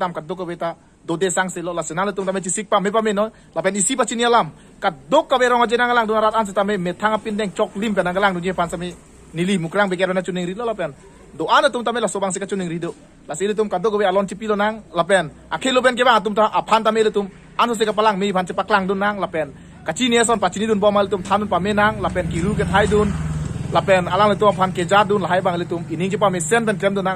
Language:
Karbi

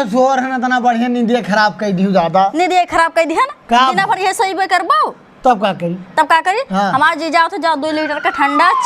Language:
Awadhi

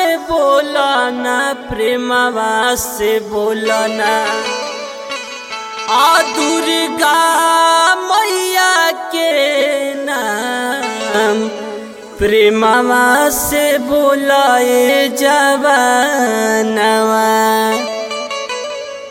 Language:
Bhojpuri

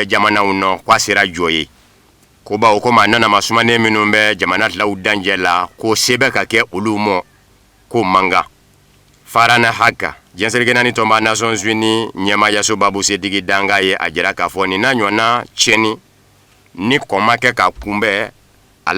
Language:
Bambara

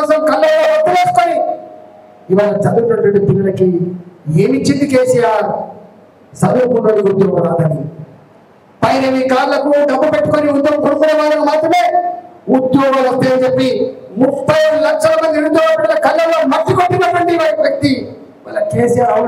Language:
Telugu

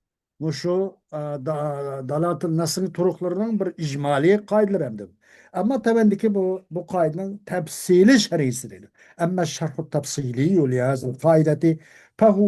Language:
Uyghur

